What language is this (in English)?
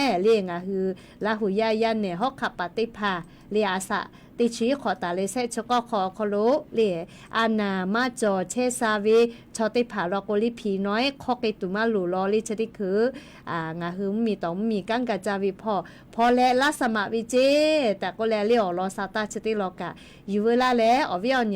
Lahu